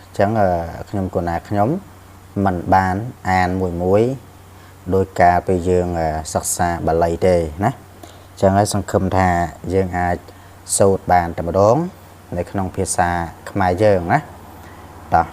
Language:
Khmer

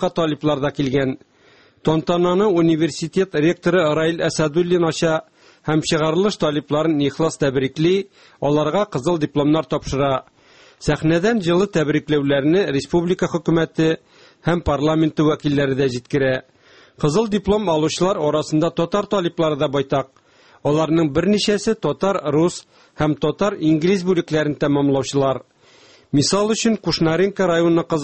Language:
Tatar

